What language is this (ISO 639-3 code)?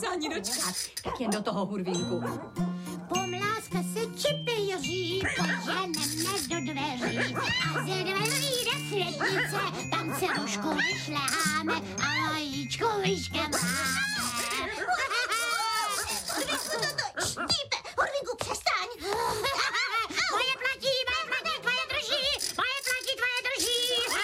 ces